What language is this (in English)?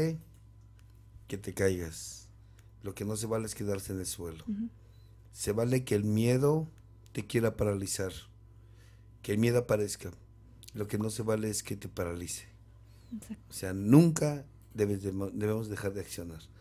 Spanish